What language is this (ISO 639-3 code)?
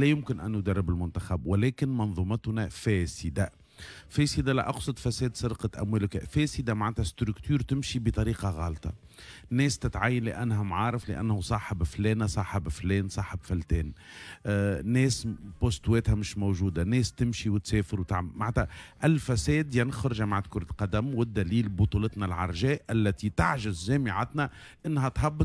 aeb